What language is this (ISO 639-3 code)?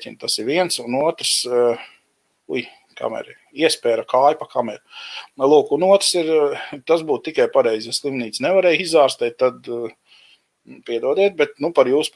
lav